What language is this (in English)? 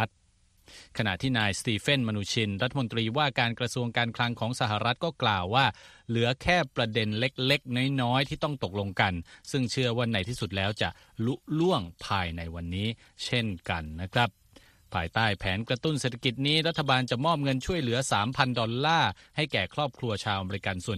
Thai